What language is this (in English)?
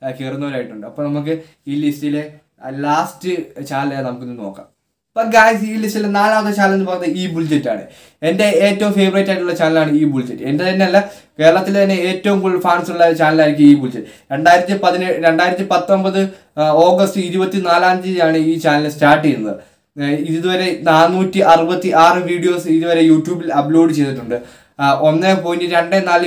Malayalam